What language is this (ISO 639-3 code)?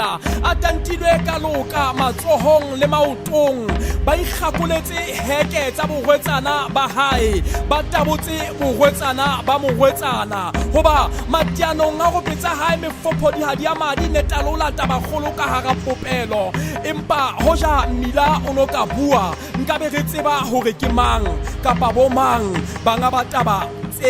sot